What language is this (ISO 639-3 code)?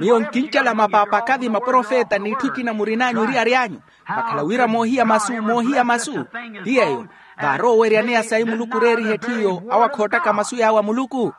vmw